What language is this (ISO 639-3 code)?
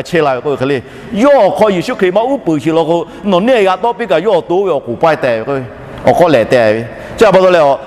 lhu